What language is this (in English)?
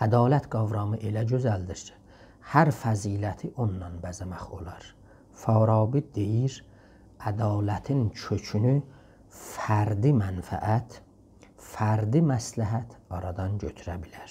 South Azerbaijani